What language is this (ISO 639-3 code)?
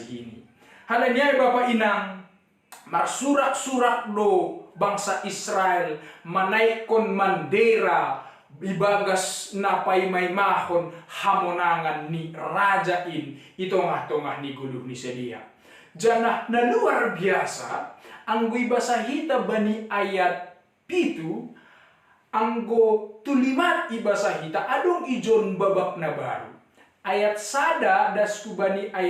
bts